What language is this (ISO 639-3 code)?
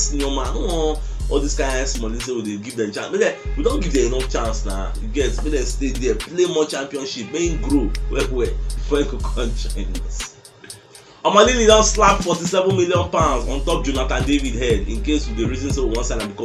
pcm